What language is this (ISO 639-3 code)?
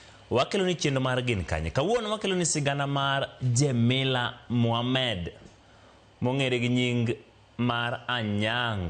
luo